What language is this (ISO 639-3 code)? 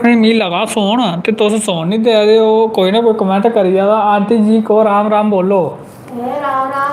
doi